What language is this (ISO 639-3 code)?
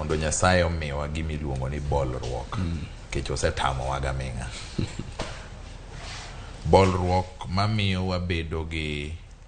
luo